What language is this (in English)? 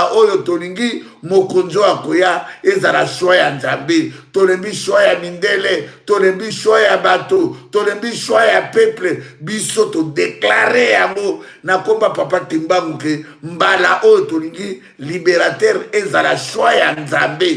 Lingala